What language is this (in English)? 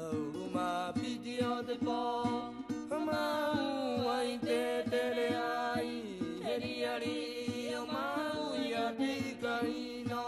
Rapanui